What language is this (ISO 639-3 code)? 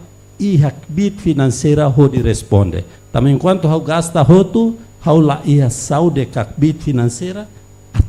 tet